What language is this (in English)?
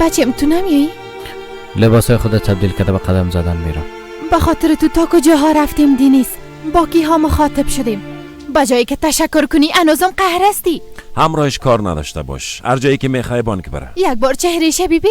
Persian